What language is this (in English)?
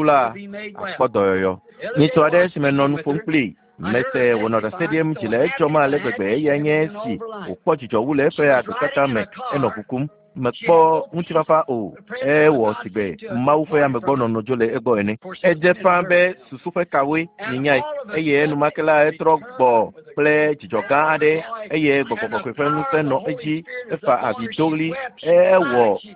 Ewe